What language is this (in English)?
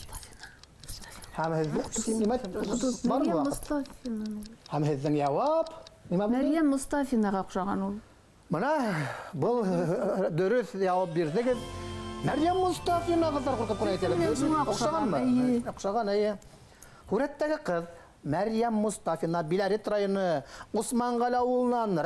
Bashkir